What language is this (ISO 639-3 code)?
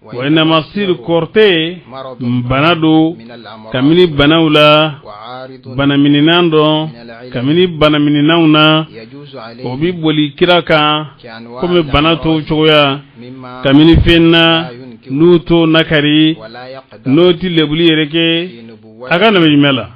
bam